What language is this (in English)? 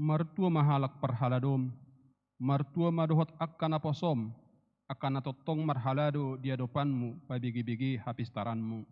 Batak Toba